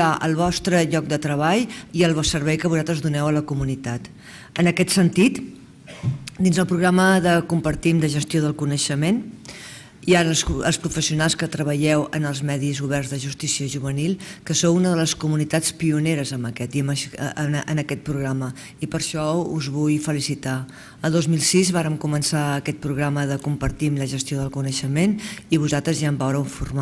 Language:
Catalan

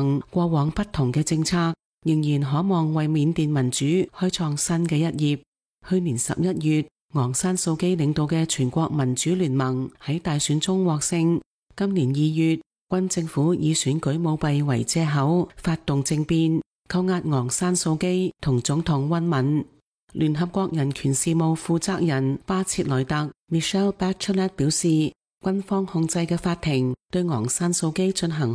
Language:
Cantonese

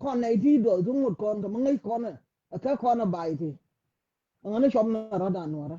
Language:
Nuer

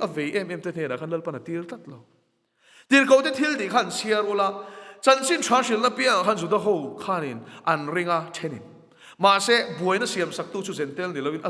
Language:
Mizo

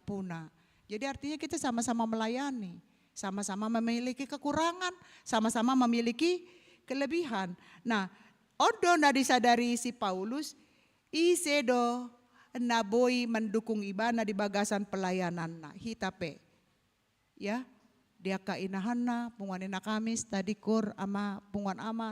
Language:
Batak Toba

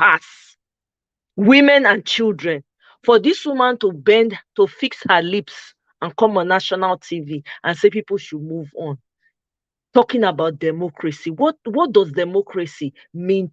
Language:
Nigerian Pidgin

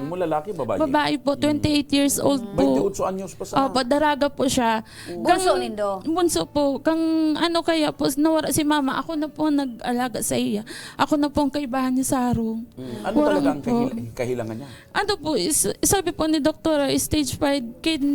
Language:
Bikol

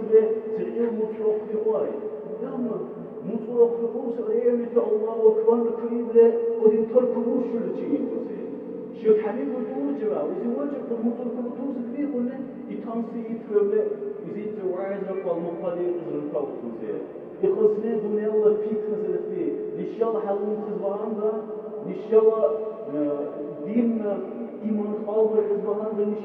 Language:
Dargwa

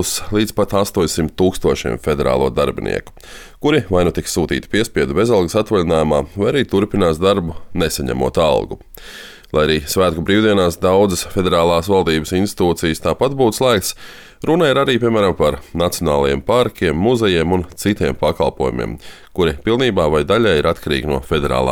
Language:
Latvian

